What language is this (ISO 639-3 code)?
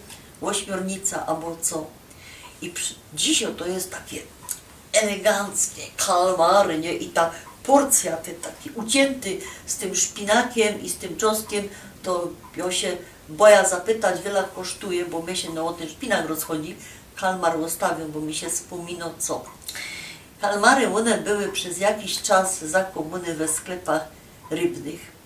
szl